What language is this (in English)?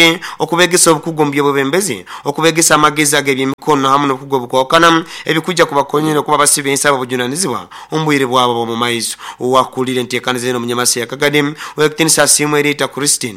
Nyoro